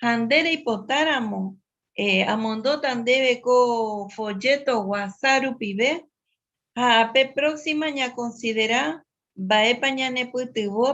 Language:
Guarani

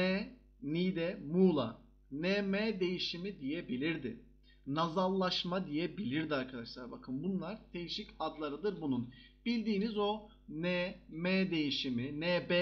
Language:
Turkish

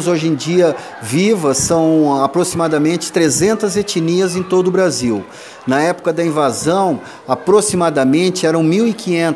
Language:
Portuguese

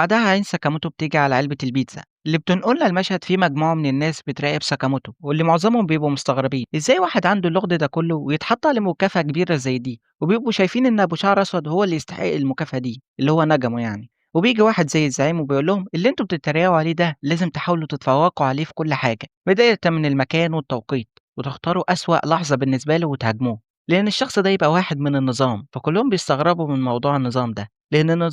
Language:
Egyptian Arabic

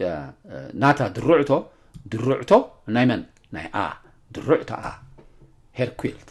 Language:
Tigrinya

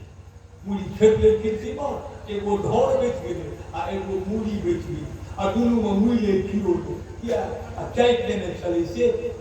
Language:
Maithili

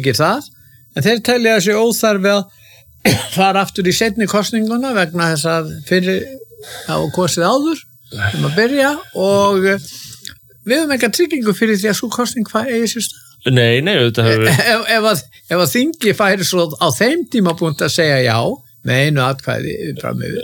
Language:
Icelandic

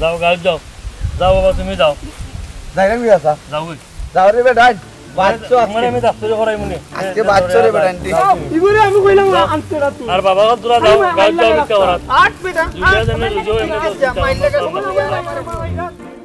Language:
Sylheti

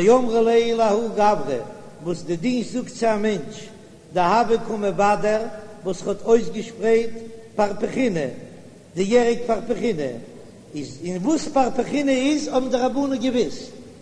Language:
Yiddish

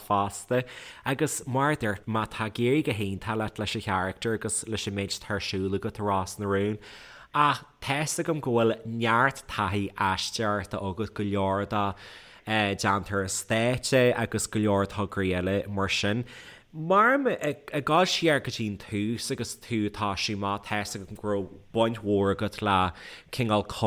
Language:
Irish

